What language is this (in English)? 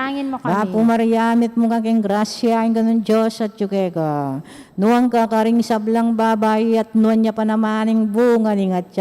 Pampanga